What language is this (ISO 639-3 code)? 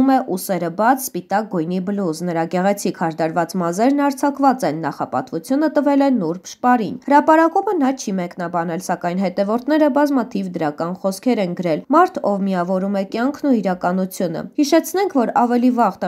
hye